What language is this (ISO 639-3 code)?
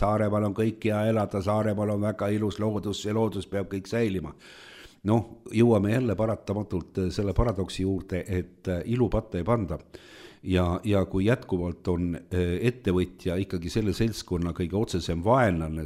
est